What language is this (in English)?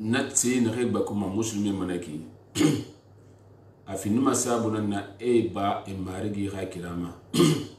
Susu